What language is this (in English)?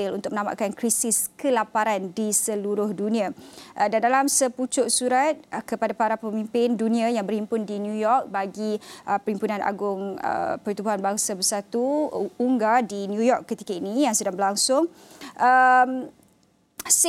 Malay